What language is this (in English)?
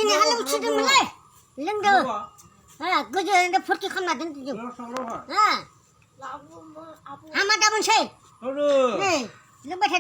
Bodo